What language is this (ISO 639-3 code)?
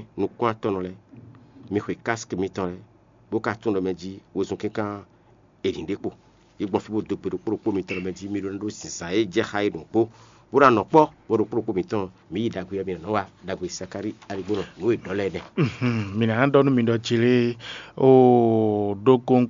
fon